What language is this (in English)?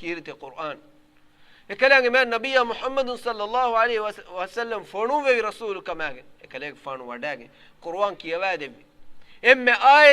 Divehi